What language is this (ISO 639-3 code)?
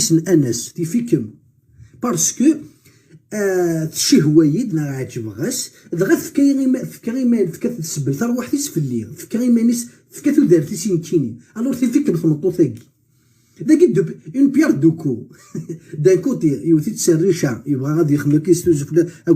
kab